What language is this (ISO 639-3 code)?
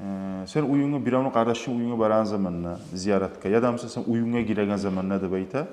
kum